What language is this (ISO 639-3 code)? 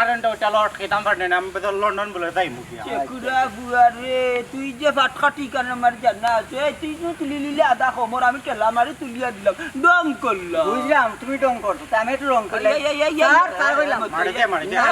syl